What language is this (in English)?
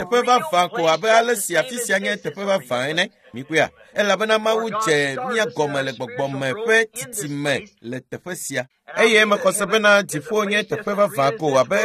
Ewe